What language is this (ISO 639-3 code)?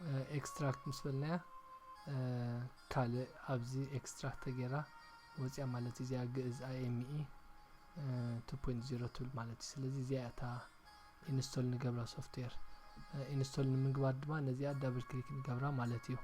tir